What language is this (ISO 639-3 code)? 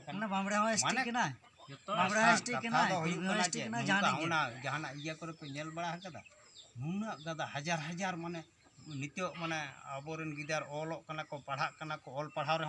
sat